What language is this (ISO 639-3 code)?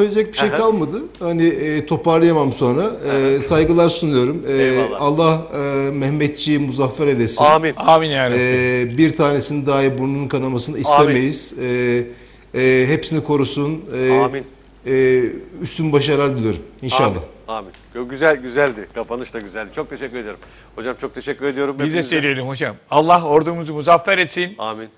tur